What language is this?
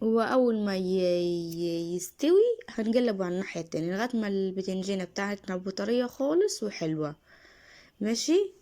Egyptian Arabic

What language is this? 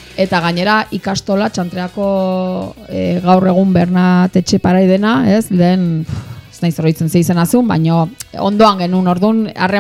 Basque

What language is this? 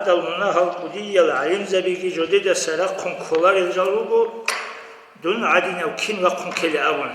Avaric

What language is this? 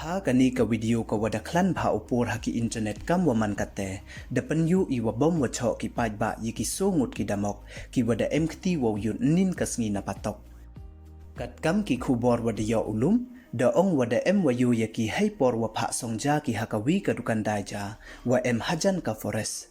Pnar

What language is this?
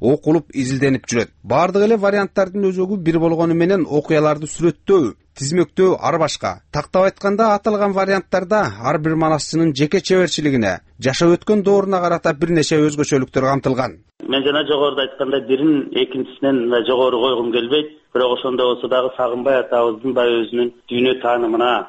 Kyrgyz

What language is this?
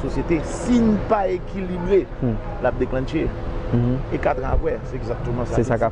Haitian Creole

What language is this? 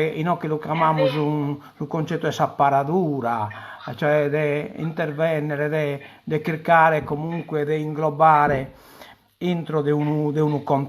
Sardinian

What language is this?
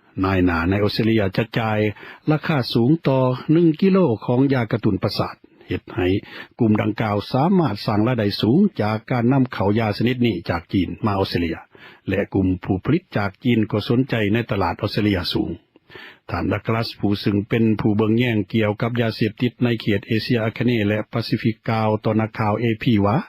Lao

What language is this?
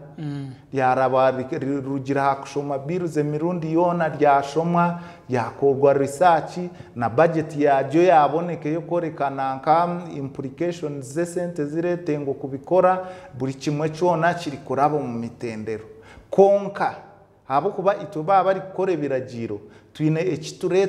Nyankole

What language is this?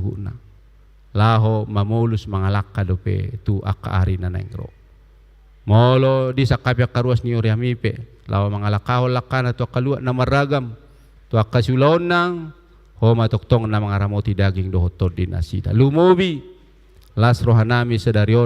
Batak Toba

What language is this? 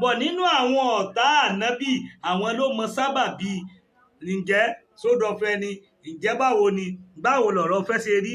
Yoruba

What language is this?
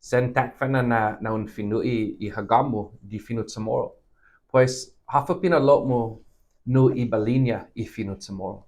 Chamorro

